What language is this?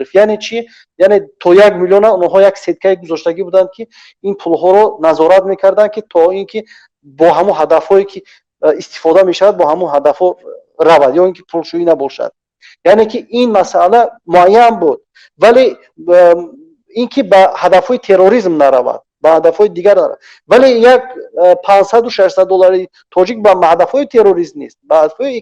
Tajik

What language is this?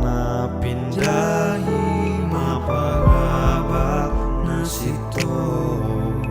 Batak Simalungun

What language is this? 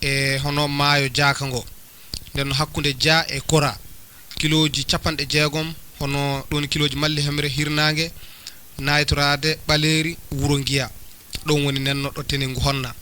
Fula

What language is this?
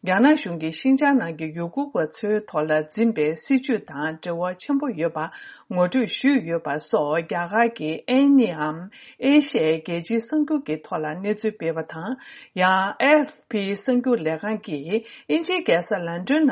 Tibetan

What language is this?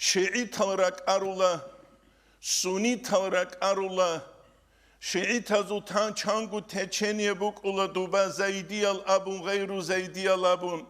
Avaric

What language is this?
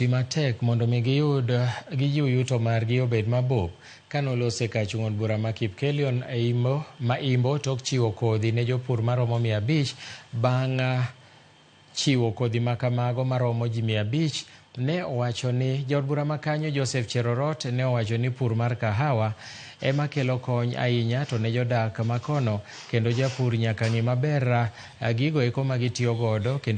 Luo (Kenya and Tanzania)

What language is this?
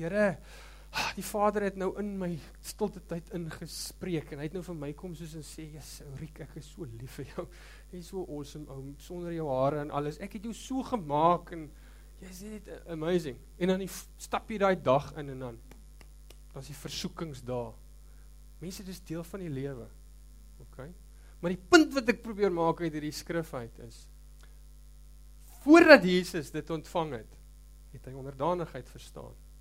Afrikaans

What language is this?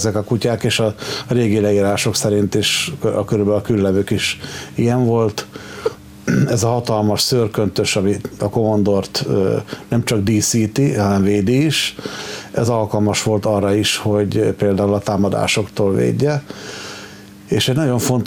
Hungarian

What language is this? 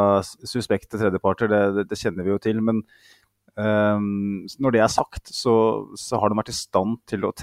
Norwegian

